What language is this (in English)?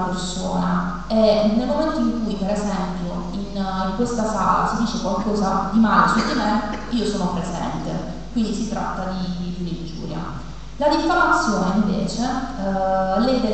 Italian